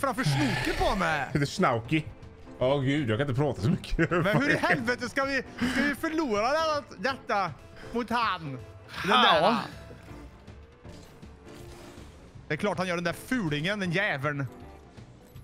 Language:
Swedish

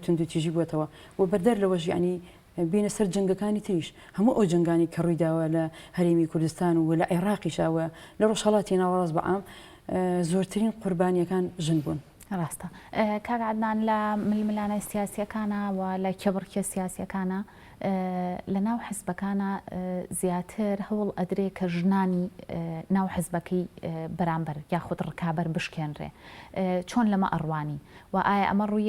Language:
Central Kurdish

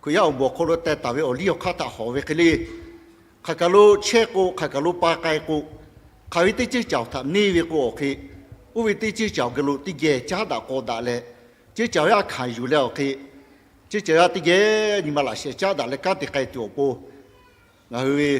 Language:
Lahu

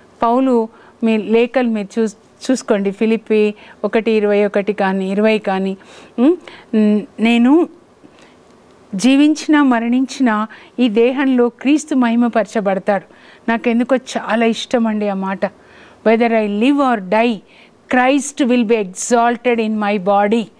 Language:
Telugu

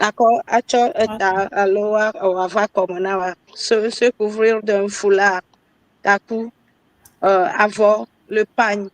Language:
Ewe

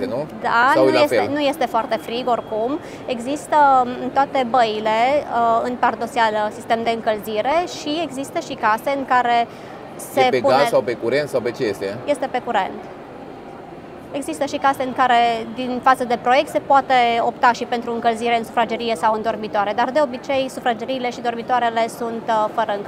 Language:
Romanian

